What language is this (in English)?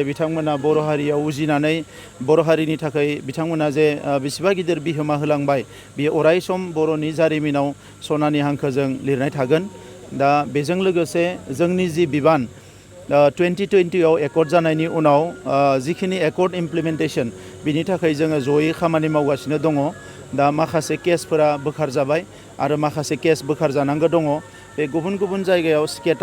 Bodo